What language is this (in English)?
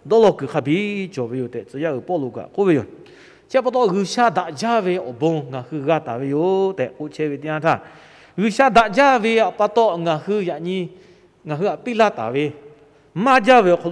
Lahu